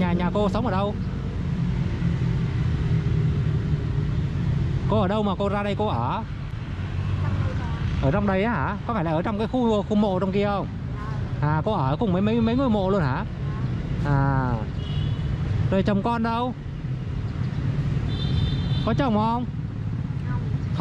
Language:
Vietnamese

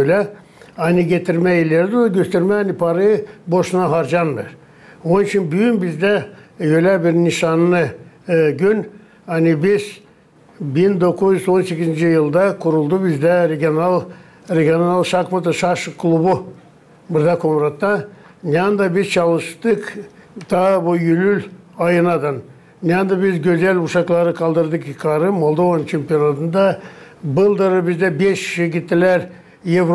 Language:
Gagauz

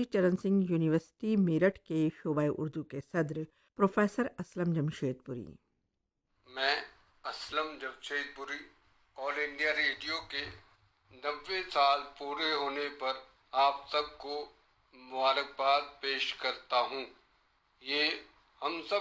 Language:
Urdu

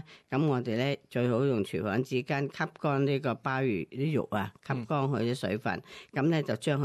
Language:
Cantonese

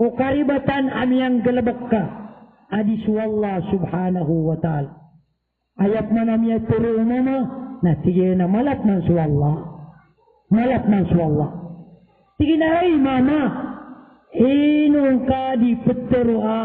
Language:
Maranao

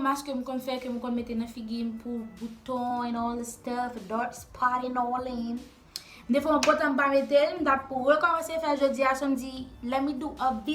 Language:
Haitian Creole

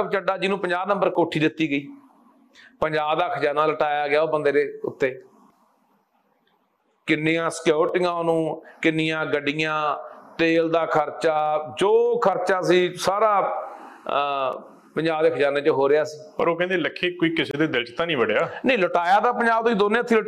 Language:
Punjabi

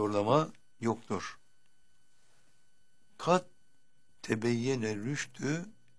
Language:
Turkish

